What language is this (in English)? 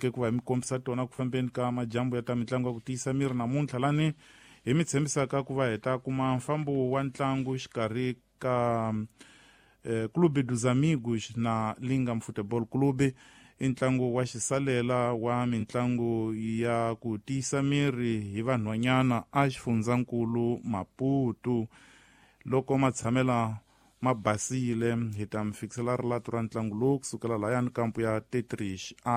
Tsonga